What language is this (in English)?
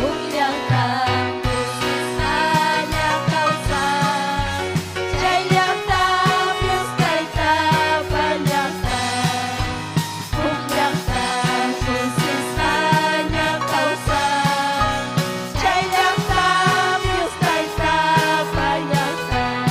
Ayacucho Quechua